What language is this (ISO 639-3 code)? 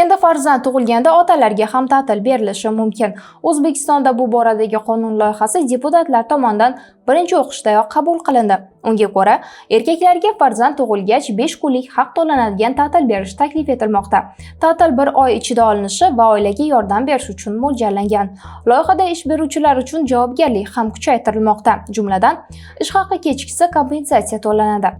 uzb